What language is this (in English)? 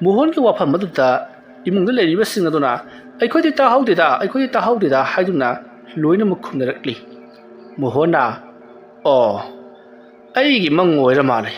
Manipuri